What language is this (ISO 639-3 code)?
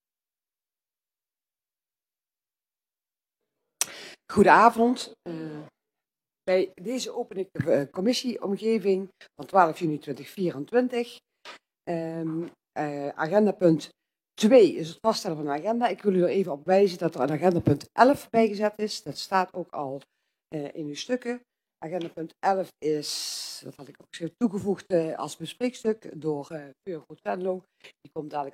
nld